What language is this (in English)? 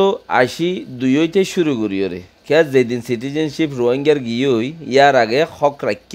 Rohingya